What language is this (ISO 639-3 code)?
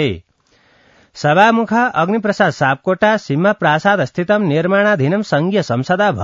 san